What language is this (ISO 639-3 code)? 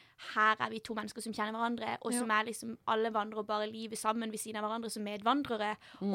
nor